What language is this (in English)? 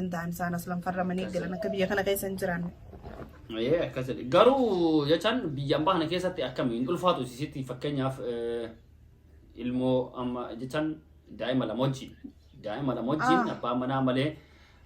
Oromo